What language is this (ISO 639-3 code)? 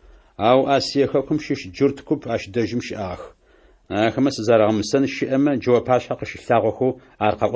ady